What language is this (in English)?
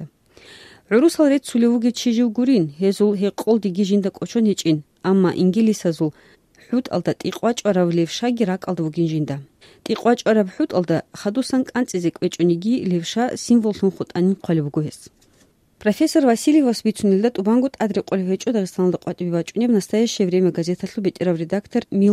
Avaric